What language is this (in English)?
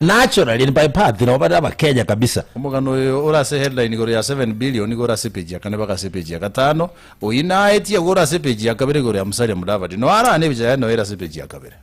Gusii